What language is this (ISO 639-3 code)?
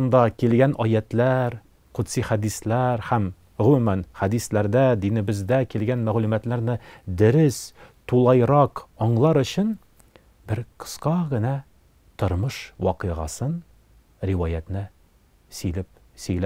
tat